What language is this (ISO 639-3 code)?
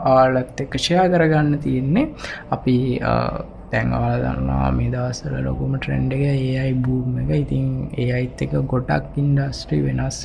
sin